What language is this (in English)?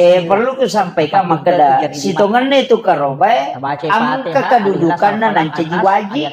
Buginese